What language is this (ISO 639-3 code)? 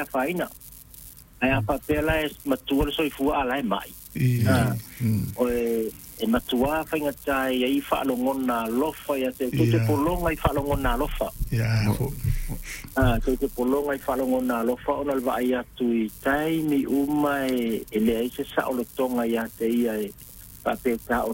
smo